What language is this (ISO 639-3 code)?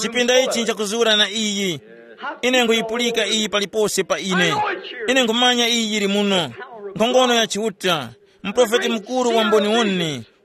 tum